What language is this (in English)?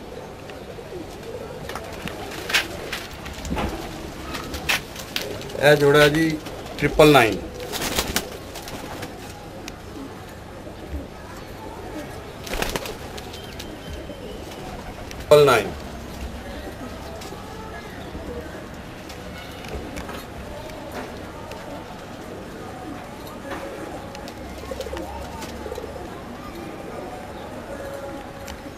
Punjabi